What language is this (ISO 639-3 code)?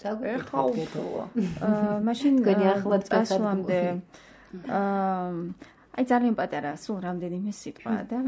kat